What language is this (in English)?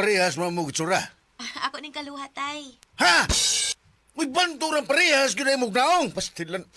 Cebuano